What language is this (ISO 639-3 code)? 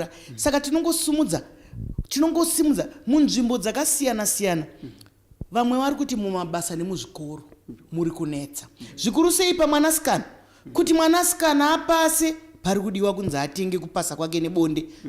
sna